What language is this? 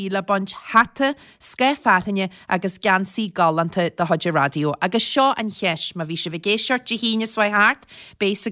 Irish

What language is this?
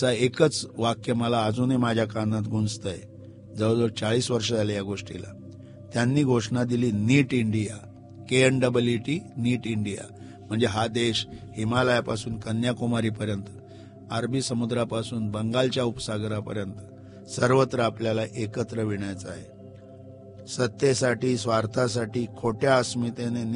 Marathi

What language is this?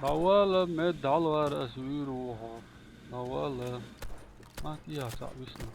Chechen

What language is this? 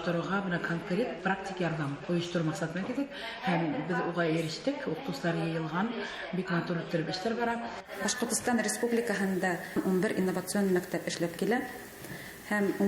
Bashkir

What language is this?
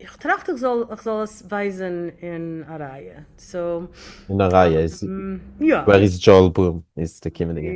Yiddish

